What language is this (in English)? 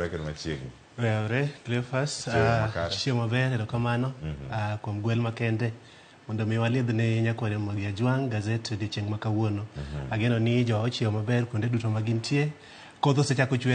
Luo (Kenya and Tanzania)